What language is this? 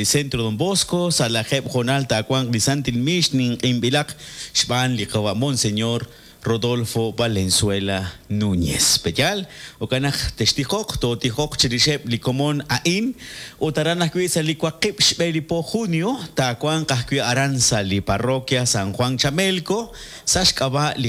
Kekchí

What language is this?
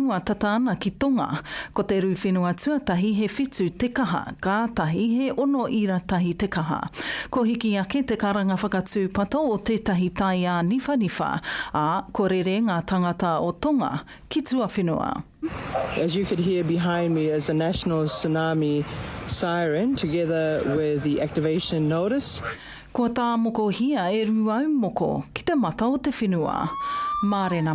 Māori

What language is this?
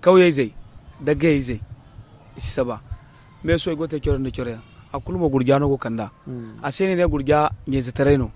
Zarma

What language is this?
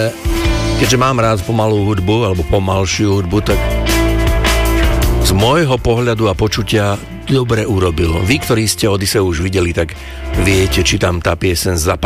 Slovak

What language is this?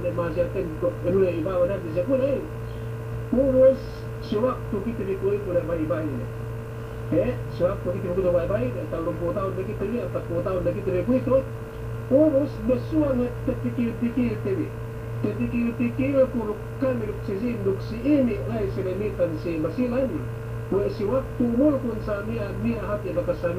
Yakan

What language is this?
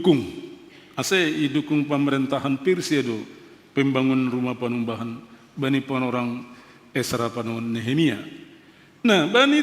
Batak Simalungun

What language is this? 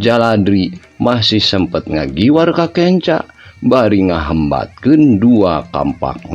Sundanese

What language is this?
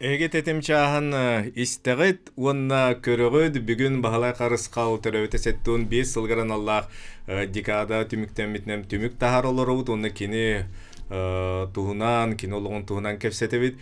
Yakut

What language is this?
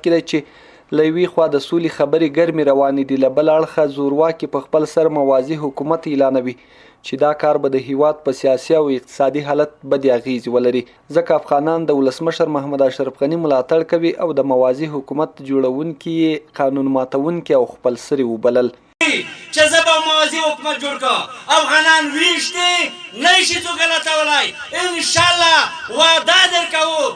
Pashto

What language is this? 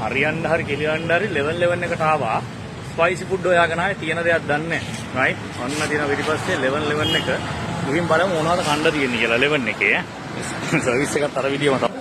Sinhala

